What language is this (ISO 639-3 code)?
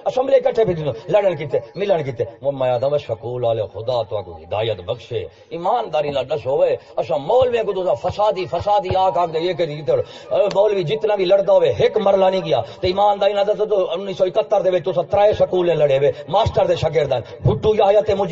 skr